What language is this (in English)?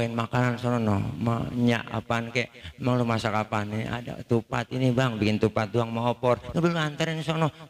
Betawi